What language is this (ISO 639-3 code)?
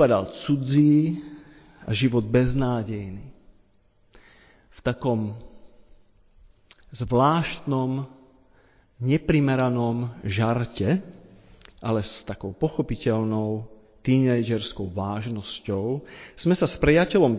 slk